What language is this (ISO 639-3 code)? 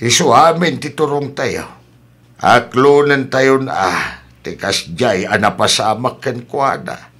ilo